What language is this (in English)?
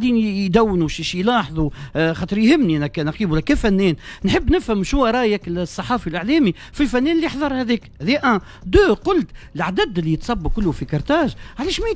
Tunisian Arabic